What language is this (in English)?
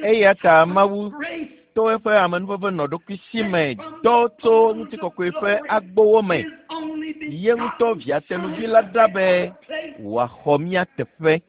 Ewe